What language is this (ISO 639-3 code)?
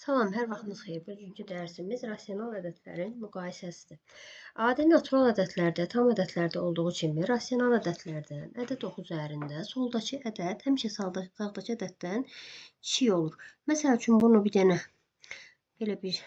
aze